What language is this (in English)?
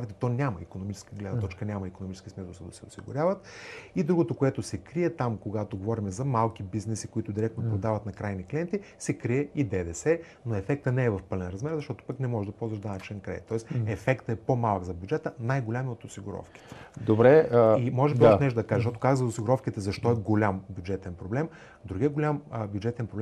Bulgarian